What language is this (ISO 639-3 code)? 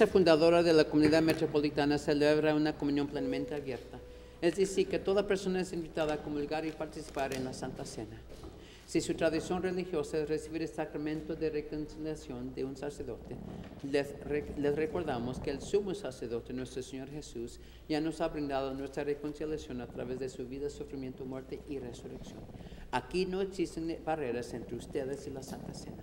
spa